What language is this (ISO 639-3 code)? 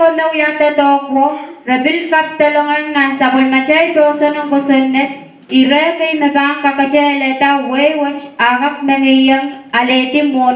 pon